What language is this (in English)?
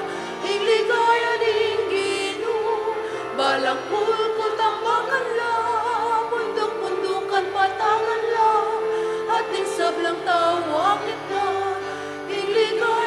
Pampanga